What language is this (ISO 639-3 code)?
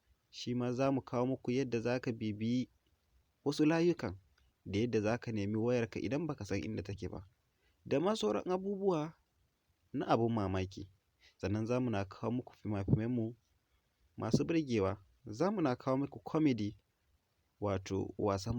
hau